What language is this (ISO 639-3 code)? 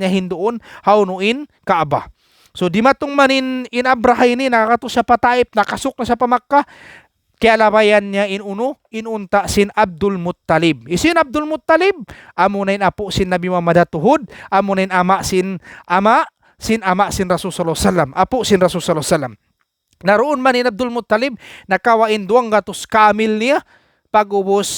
tsg